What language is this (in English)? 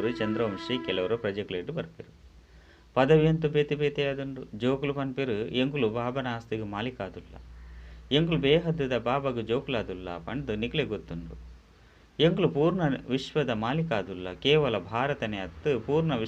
Tulu